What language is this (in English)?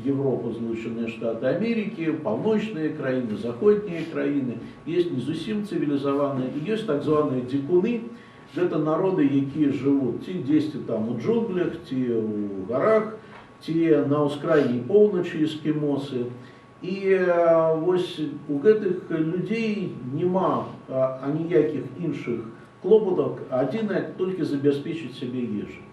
Belarusian